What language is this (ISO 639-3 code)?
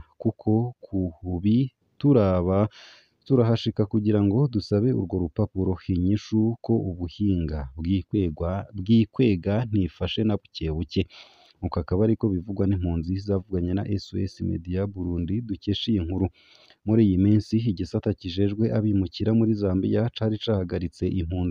run